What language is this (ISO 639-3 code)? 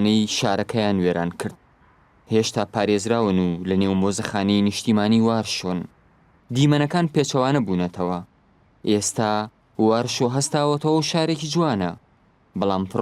ckb